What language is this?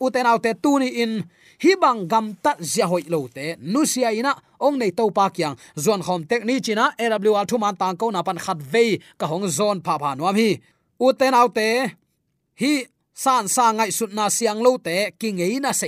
Tedim Chin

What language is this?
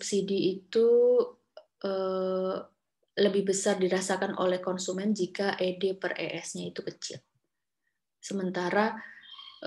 Indonesian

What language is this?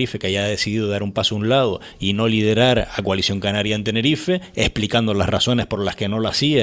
Spanish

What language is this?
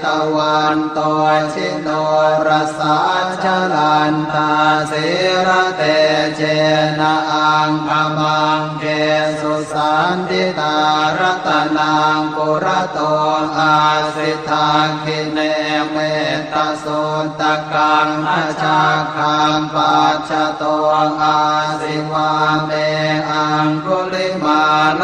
Pali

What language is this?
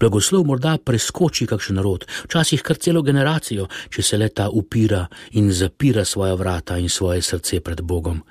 Slovenian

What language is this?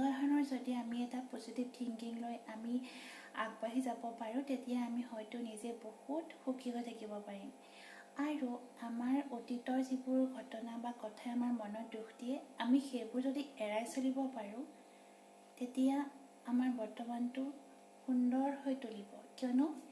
Assamese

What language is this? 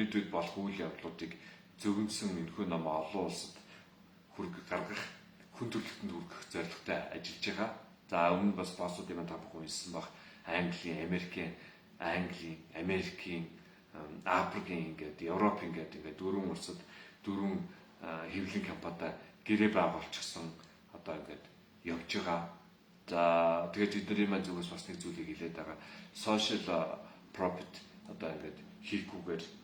Mongolian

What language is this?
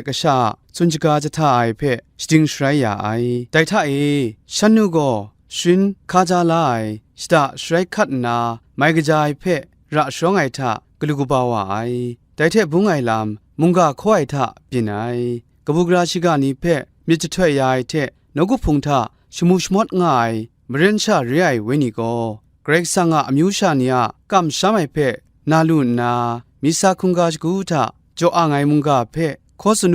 Kachin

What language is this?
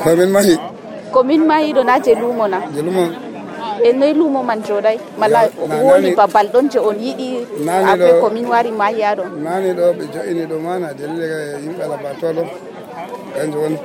Nigerian Fulfulde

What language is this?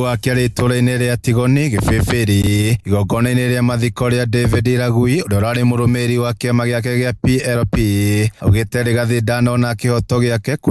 Kikuyu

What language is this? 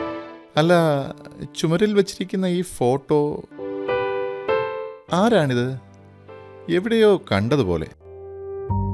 Malayalam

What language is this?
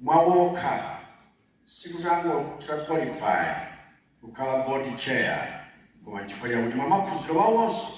Nyanja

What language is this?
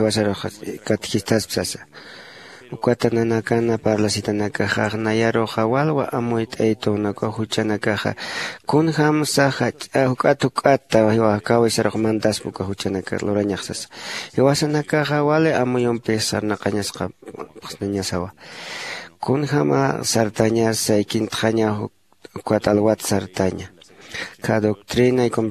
Aymara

